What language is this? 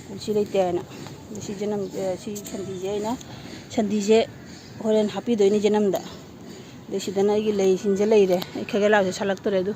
Manipuri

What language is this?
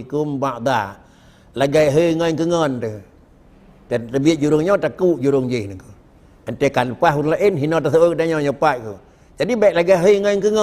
Achinese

